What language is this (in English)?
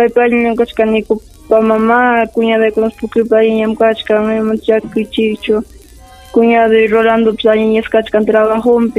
Ayacucho Quechua